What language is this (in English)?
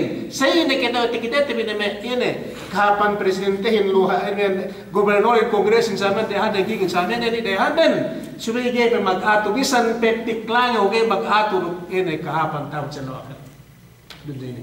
Yakan